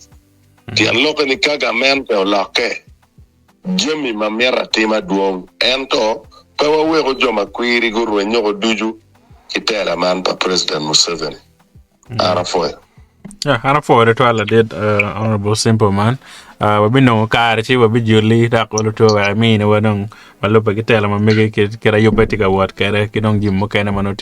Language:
Acoli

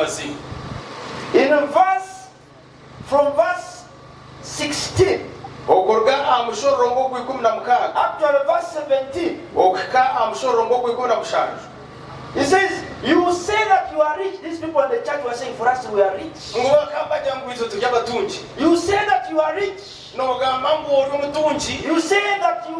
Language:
Nyankole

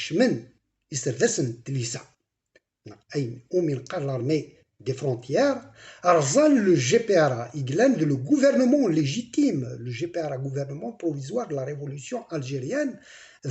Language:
Kabyle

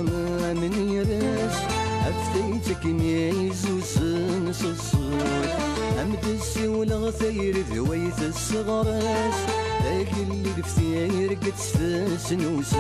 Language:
Kabyle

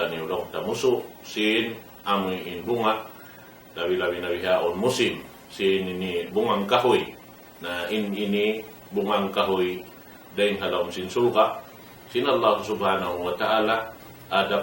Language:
Tausug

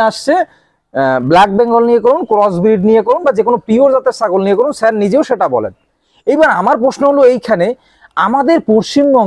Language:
Bangla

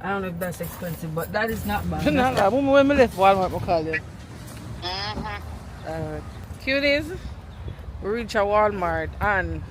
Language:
Jamaican Creole English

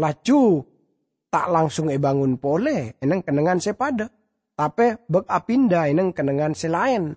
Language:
Madurese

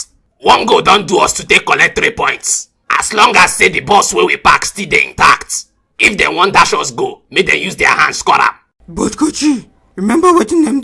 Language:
Nigerian Pidgin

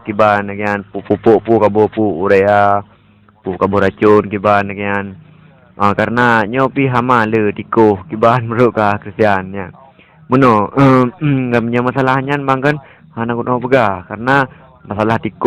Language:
Achinese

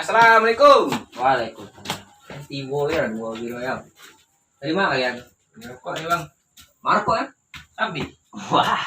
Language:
Minangkabau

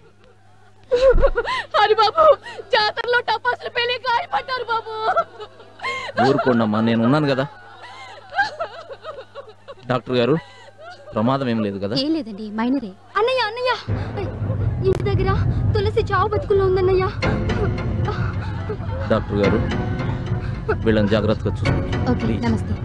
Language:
Telugu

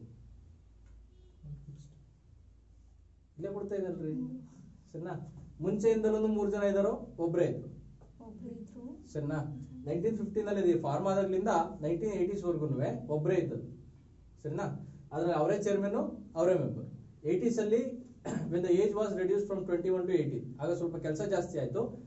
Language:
Kannada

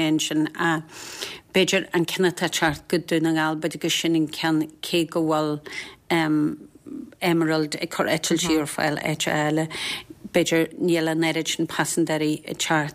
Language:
Irish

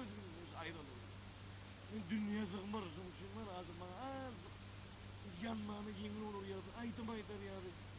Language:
Turkmen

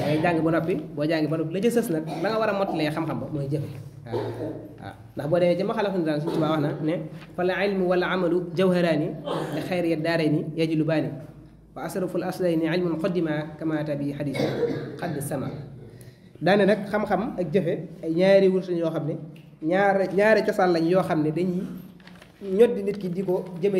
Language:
Wolof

